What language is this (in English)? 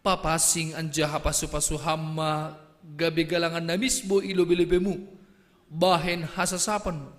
Batak Simalungun